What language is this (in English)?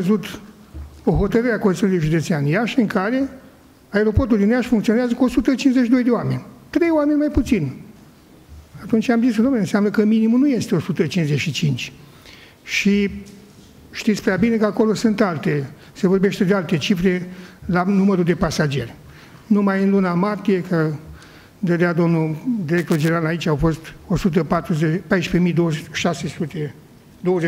Romanian